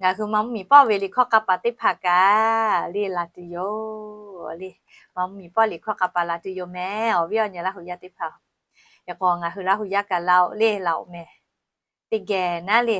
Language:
Lahu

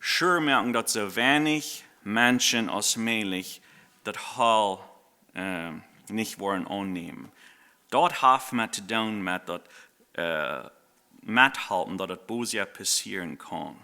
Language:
Plautdietsch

